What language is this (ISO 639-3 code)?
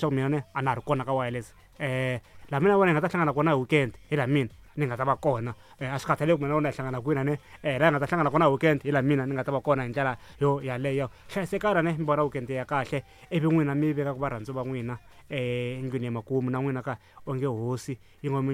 tso